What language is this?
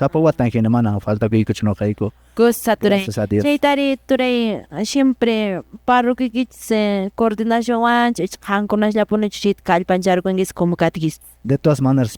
Quechua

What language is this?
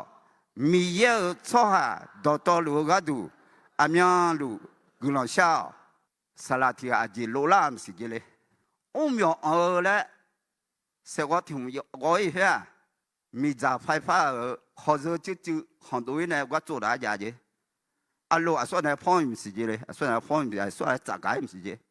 Akha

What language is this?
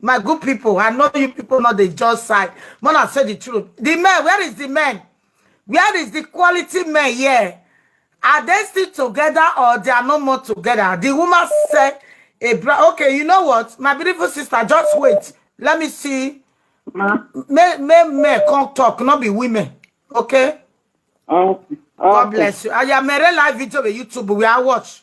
Nigerian Pidgin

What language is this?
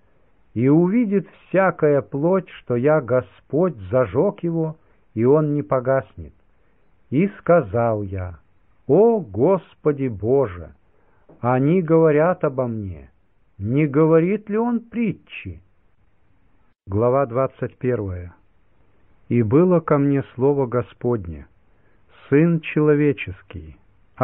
Russian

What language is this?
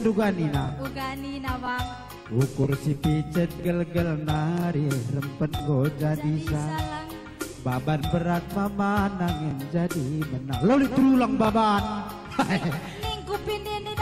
Batak Karo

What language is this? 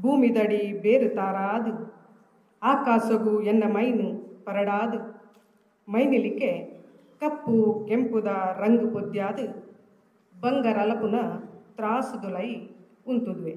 Tulu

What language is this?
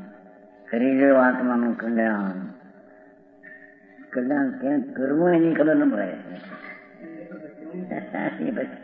Gujarati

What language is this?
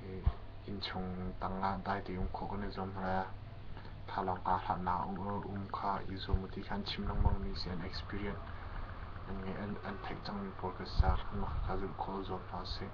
Hakha Chin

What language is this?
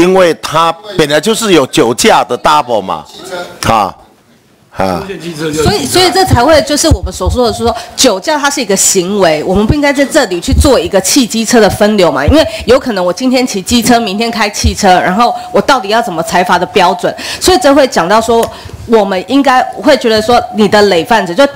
Chinese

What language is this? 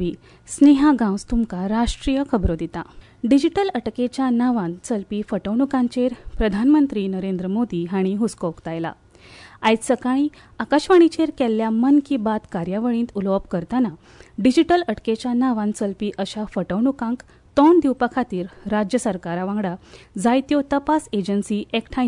Konkani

